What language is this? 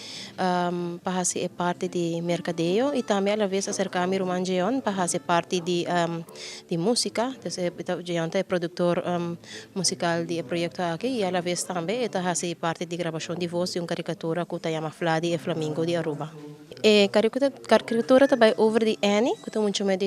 Papiamento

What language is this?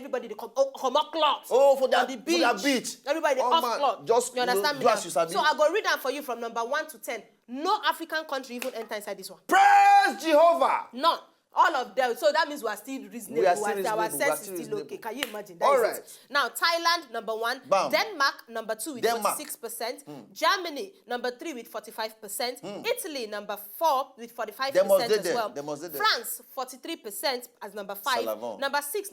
Nigerian Pidgin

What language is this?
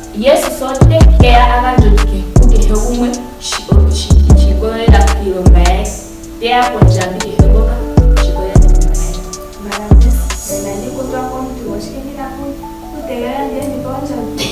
Ndonga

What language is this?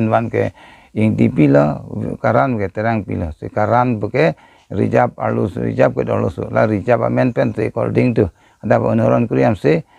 Karbi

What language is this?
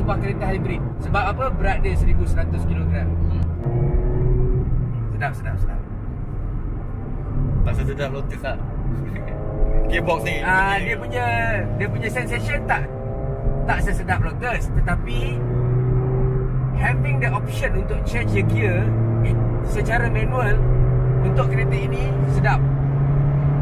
Malay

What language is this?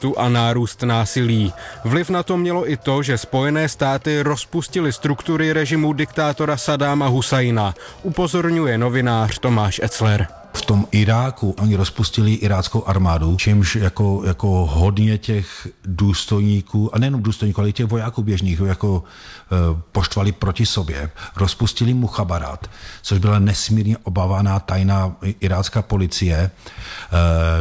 Czech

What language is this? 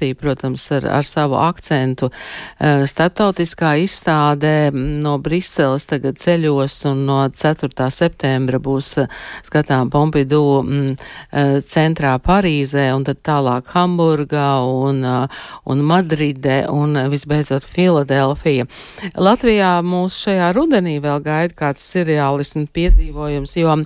Latvian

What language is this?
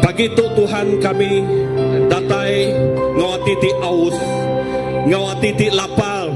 Iban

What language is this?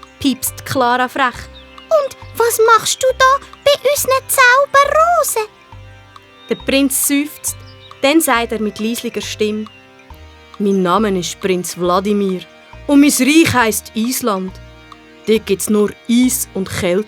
Swiss German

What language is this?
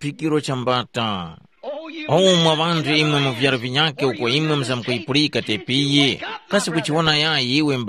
Tumbuka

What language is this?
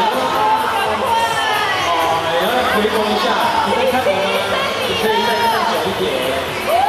Chinese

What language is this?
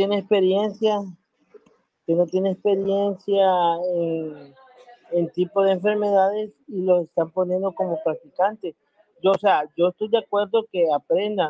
Spanish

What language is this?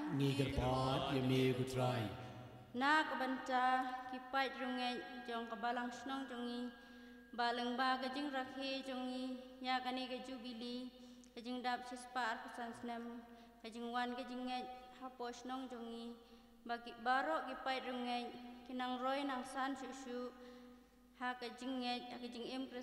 Khasi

